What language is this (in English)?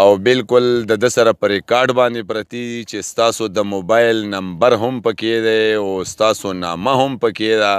Pashto